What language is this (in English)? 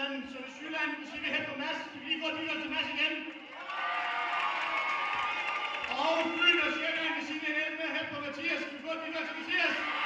Danish